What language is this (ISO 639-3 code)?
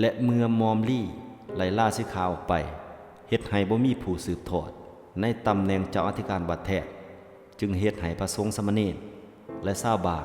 lao